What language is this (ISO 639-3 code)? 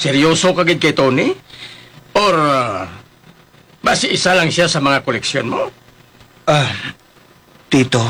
hil